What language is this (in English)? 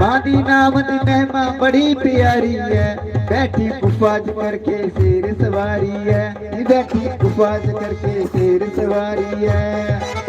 Dogri